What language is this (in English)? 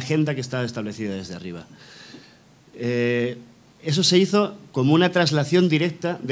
Spanish